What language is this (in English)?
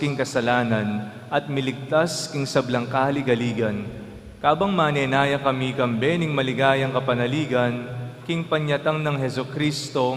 Pampanga